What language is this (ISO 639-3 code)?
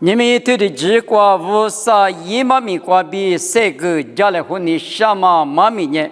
lis